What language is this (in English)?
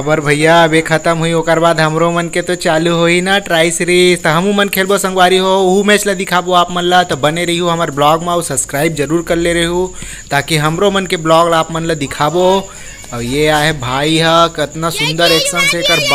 Chhattisgarhi